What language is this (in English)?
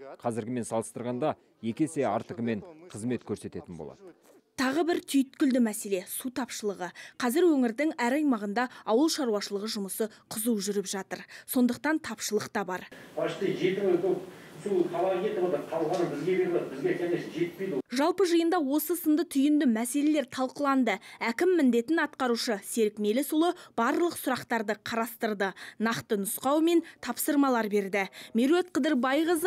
Kazakh